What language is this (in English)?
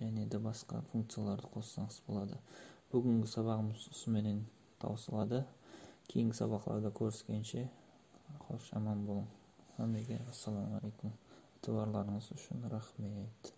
Kara-Kalpak